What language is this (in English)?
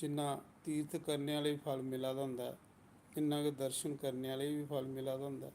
Dogri